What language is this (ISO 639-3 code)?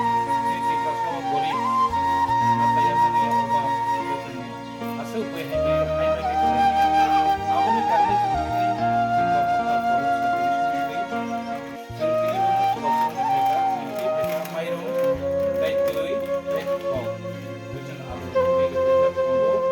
trp